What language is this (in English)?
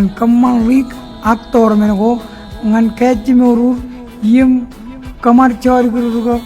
Marshallese